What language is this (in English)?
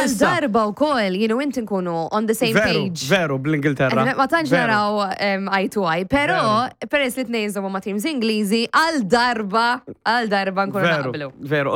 Maltese